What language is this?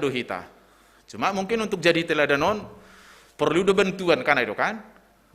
Batak Simalungun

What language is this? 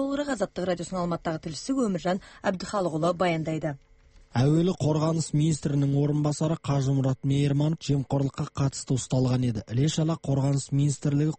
Kazakh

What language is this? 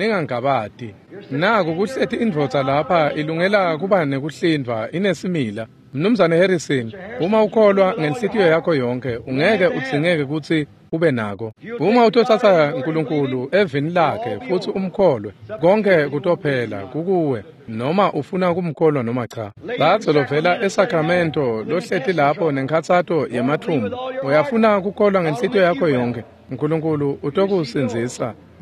Swati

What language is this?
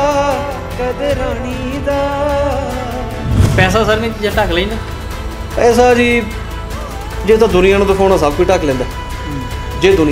Punjabi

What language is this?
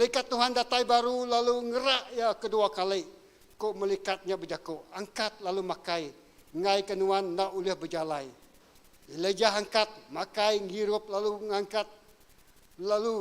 Iban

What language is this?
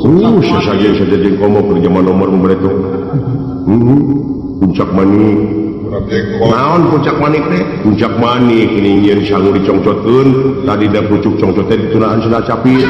Sundanese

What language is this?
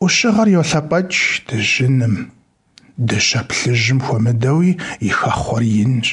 Kabardian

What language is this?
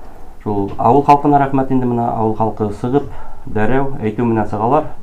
Bashkir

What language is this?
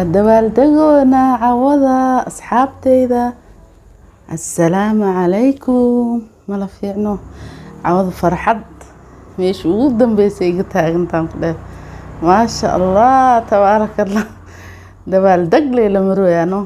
Somali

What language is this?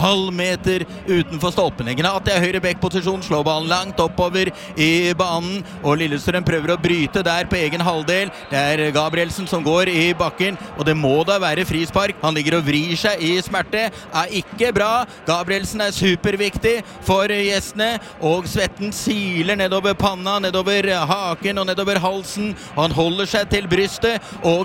Norwegian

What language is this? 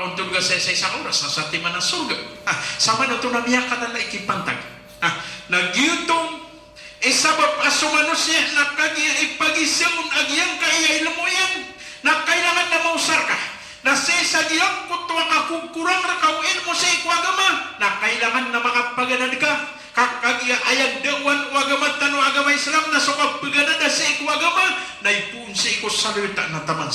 Maranao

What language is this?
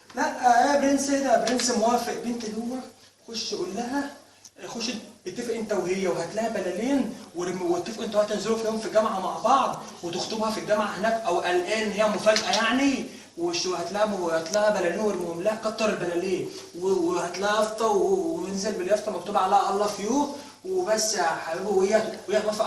Egyptian Arabic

